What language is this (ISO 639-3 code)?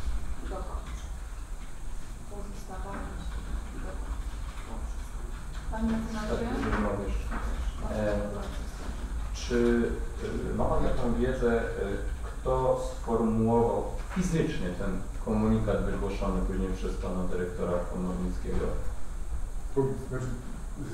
pol